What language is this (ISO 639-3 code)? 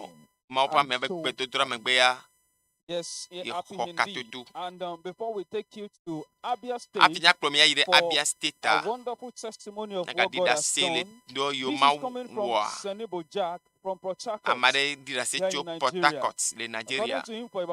ewe